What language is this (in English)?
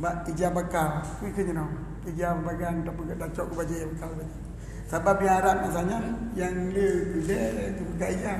Achinese